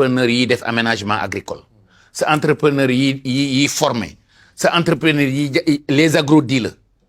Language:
Wolof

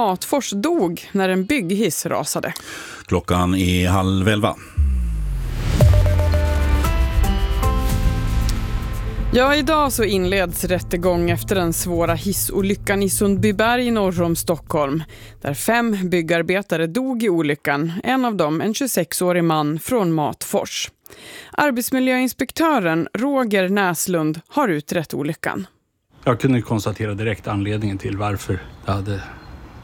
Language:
Swedish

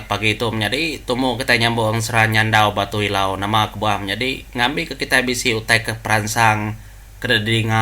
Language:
Iban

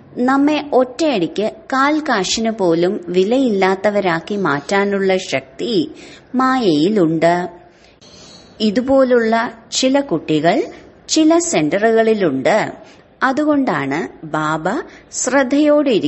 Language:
Malayalam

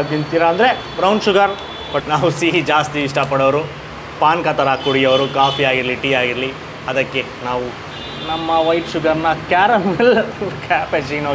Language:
Kannada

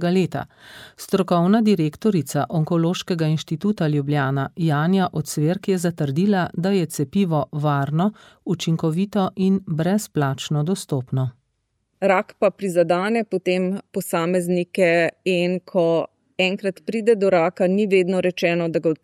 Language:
Slovenian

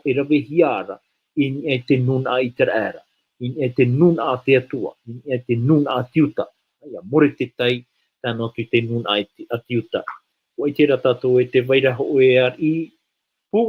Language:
Tahitian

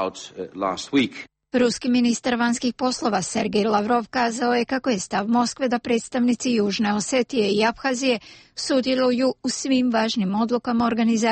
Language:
Croatian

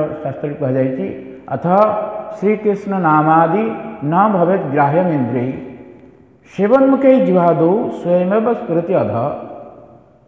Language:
Odia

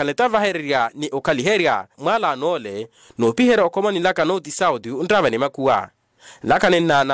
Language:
Makhuwa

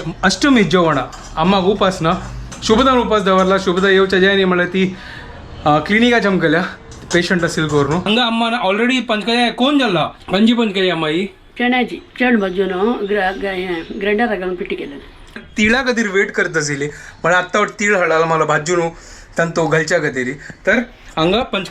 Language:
Konkani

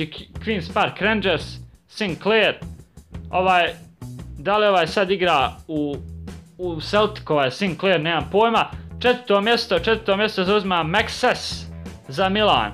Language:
Croatian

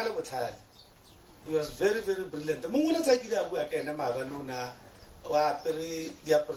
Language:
Tswana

